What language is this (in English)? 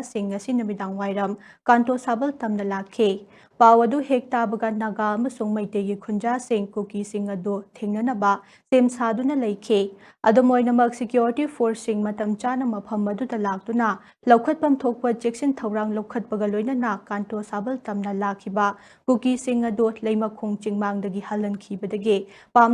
Manipuri